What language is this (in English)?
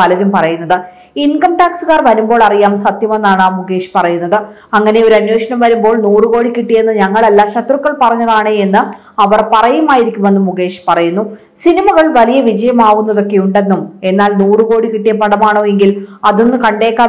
Malayalam